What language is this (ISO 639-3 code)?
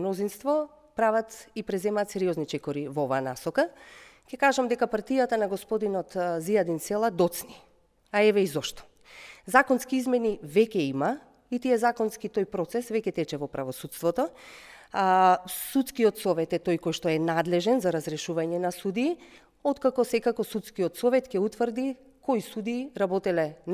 mkd